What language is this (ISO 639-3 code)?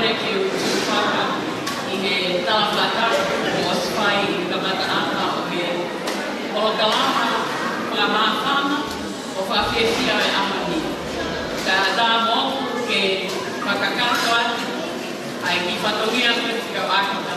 ton